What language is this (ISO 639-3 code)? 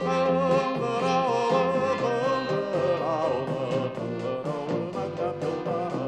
bak